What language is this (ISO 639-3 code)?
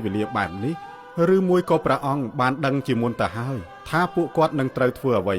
khm